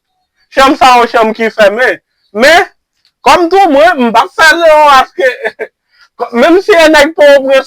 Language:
Haitian Creole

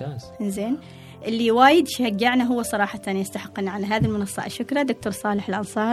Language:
Gulf Arabic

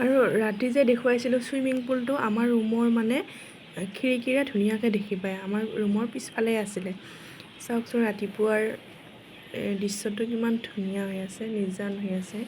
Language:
Assamese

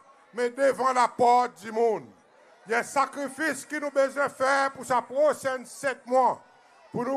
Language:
Seselwa Creole French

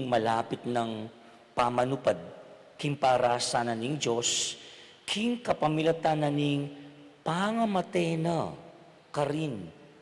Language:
Pampanga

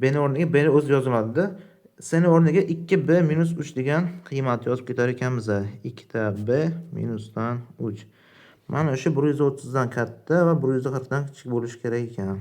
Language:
Uzbek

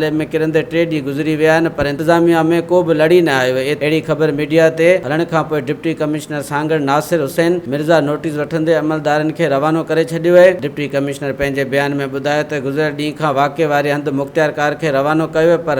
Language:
Sindhi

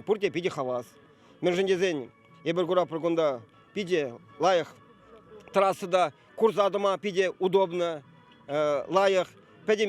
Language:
Chuvash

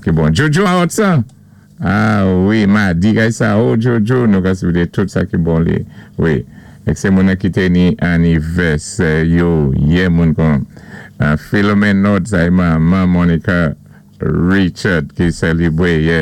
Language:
Saint Lucian Creole French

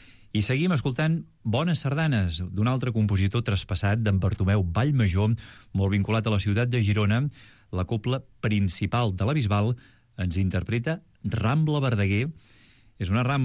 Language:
Catalan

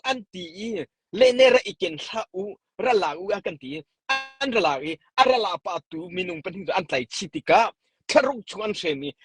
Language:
Hakha Chin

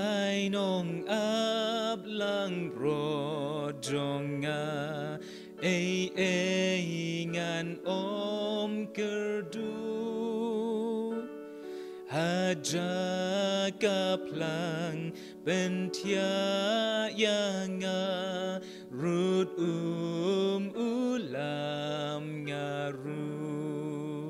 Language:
Khasi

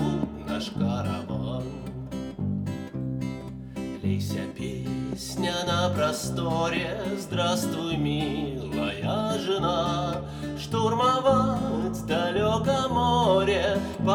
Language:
Russian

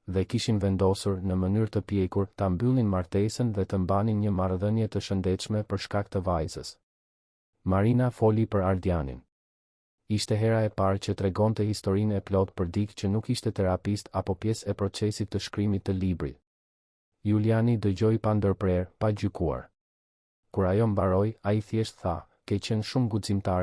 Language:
Albanian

